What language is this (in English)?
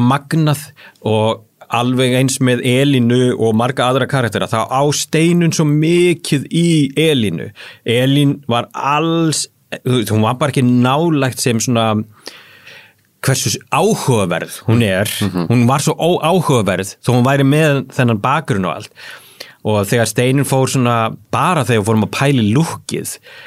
Icelandic